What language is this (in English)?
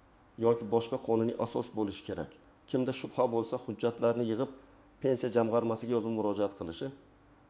Uzbek